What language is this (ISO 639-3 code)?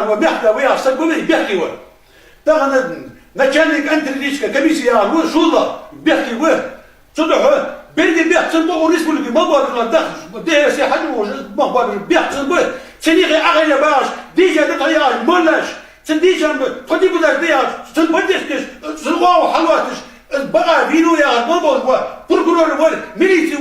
inh